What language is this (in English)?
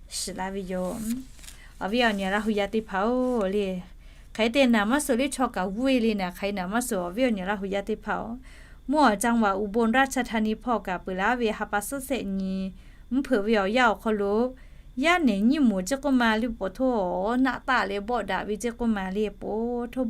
Lahu